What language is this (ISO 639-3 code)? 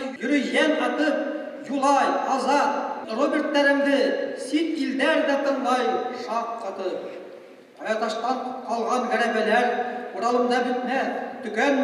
bak